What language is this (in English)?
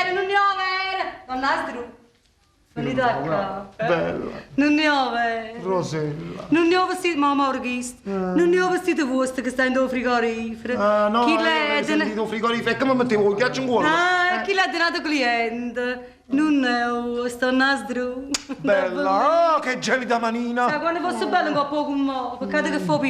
Neapolitan